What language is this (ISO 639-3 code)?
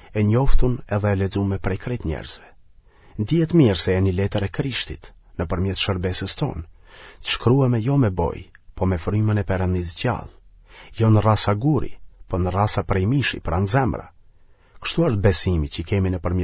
sqi